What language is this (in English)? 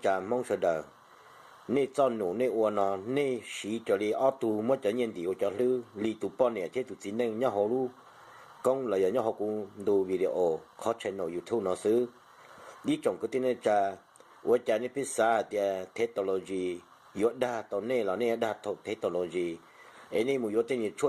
Hmong